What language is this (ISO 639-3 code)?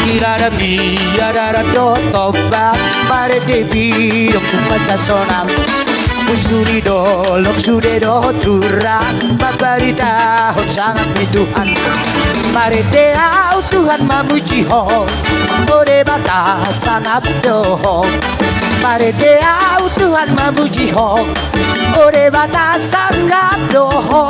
bbc